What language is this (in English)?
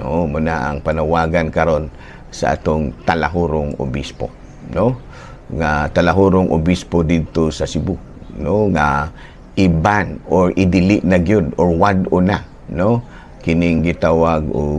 Cebuano